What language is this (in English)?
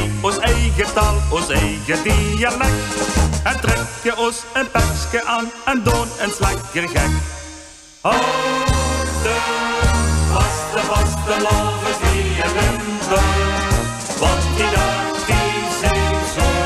Limburgish